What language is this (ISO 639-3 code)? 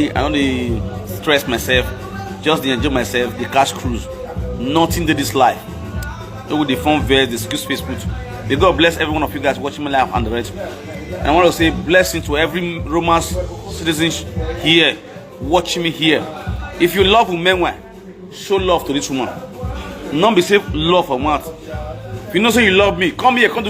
pcm